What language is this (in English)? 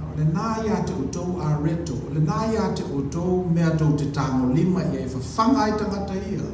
Samoan